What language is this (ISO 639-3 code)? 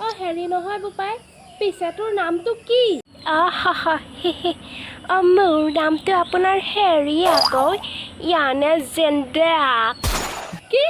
asm